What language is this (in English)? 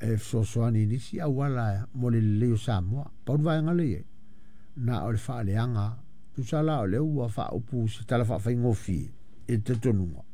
Samoan